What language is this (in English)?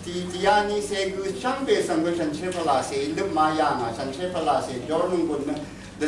Rawang